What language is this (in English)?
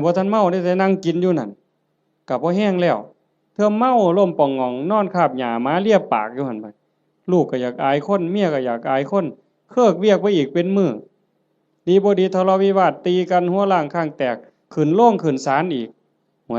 Northeastern Thai